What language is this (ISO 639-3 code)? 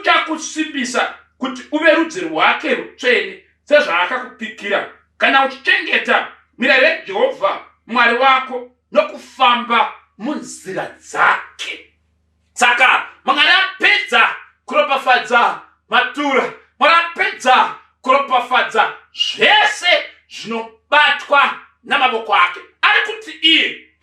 sna